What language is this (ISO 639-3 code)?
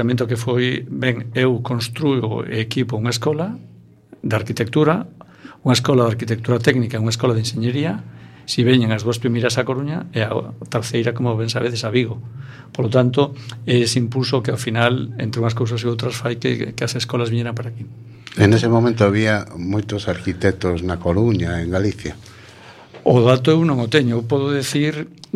glg